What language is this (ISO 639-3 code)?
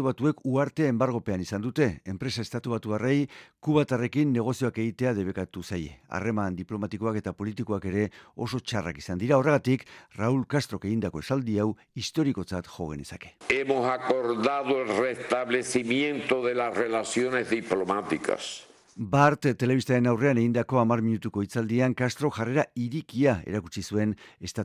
eus